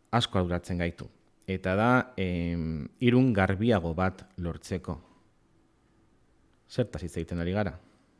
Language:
Basque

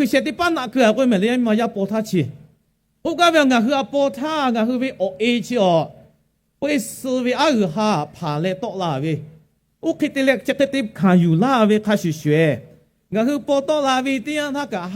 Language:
Lahu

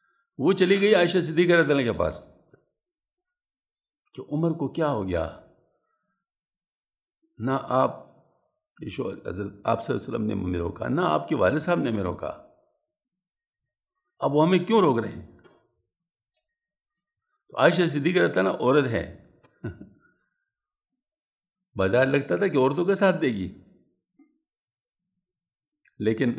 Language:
Urdu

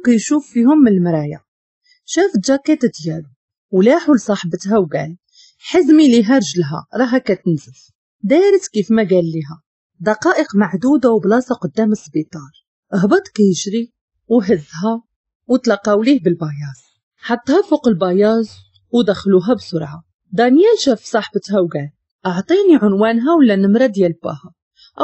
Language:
Moroccan Arabic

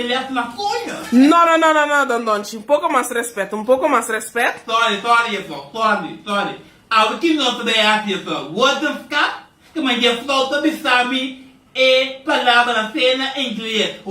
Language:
Papiamento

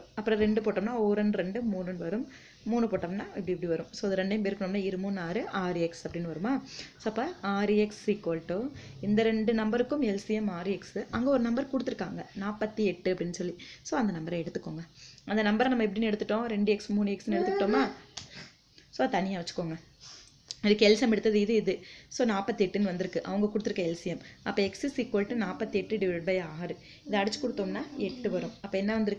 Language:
Tamil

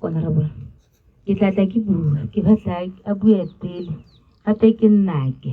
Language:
Tswana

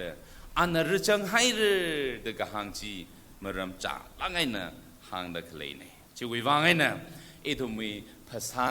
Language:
Tangkhul Naga (India)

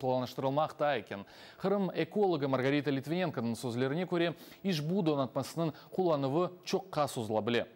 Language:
Crimean Tatar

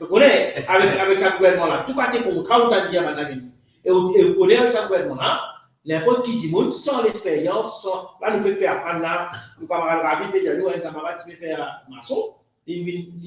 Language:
Morisyen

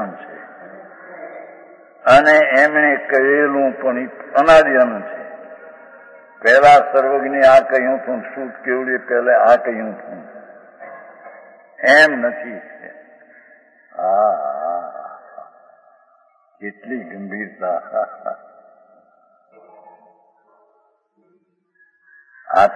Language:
Gujarati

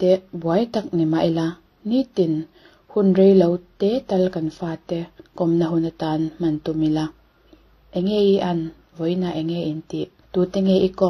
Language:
Mizo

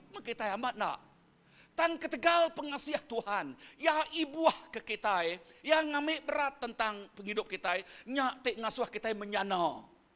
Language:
Iban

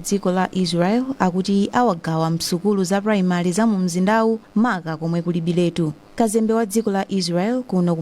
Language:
Nyanja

